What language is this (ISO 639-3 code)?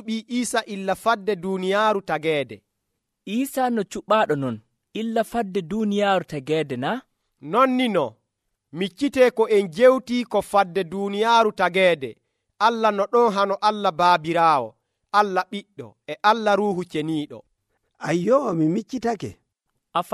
fuv